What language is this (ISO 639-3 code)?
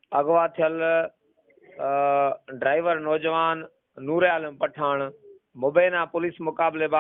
snd